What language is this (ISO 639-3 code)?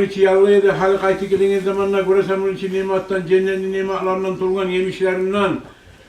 kum